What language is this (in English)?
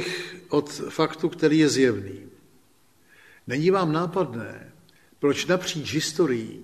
Czech